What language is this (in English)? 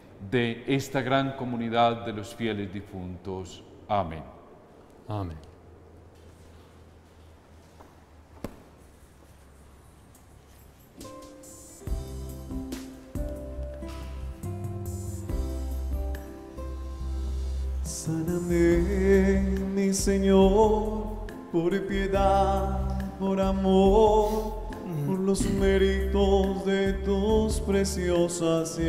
Spanish